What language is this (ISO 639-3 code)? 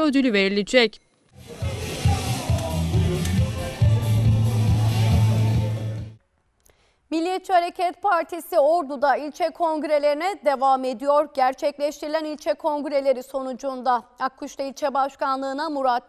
tur